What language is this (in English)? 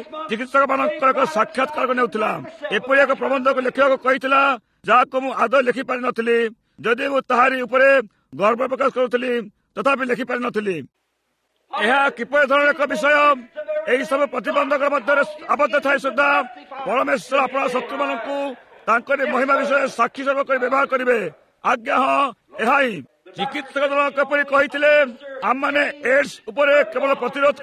Odia